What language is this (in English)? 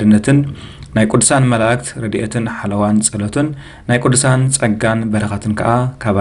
Tigrinya